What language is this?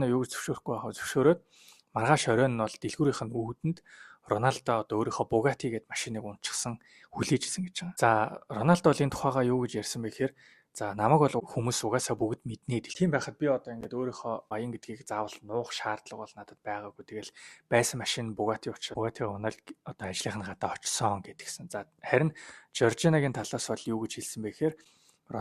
Mongolian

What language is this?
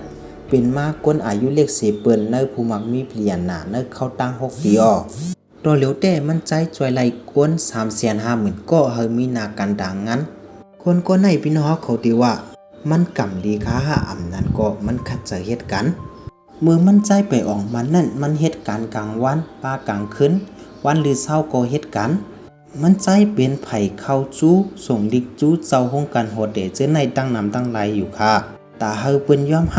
Shan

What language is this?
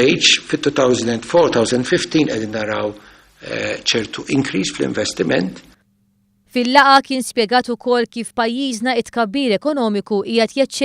Maltese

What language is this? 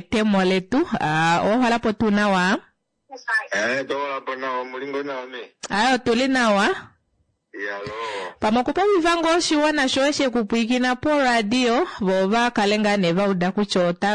Kuanyama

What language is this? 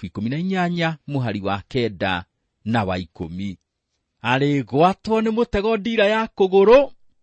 Kikuyu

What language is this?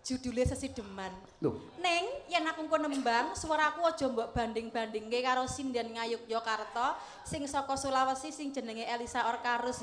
Javanese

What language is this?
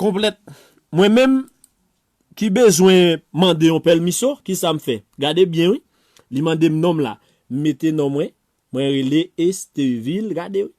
Haitian Creole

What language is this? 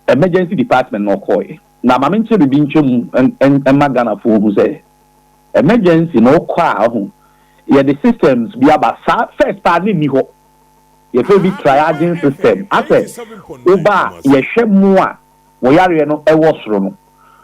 Akan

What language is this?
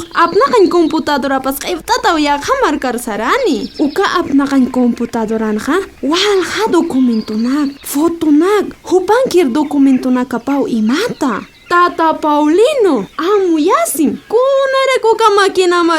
Aymara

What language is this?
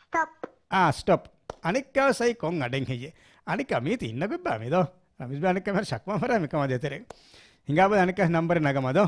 Divehi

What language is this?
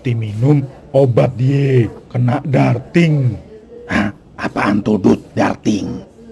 Betawi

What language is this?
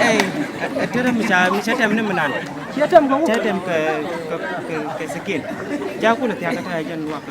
Nuer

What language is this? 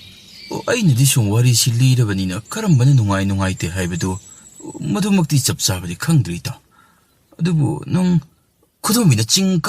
Manipuri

